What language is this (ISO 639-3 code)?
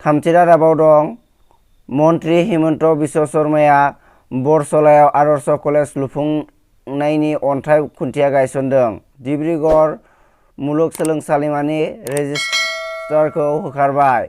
brx